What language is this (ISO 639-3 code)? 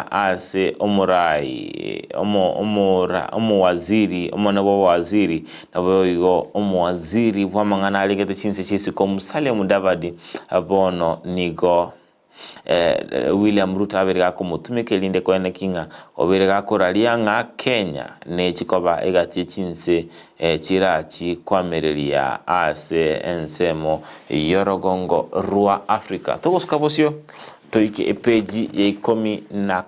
guz